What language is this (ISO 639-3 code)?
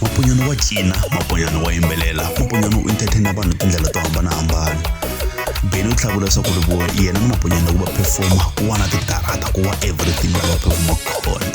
tso